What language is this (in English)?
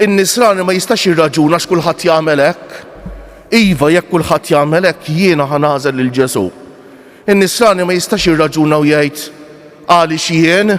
Maltese